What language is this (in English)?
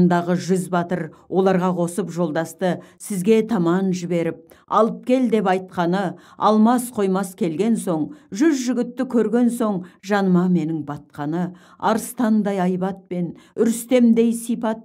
Kazakh